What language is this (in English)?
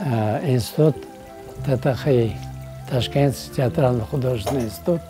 Crimean Tatar